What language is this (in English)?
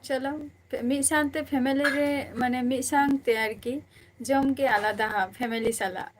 Santali